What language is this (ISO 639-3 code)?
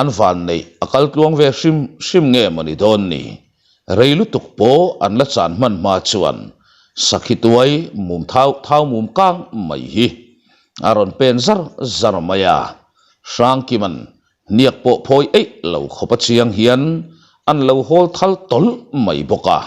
lus